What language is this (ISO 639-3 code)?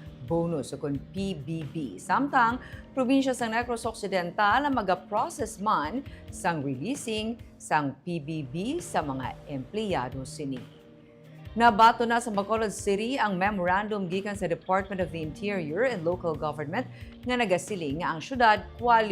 hil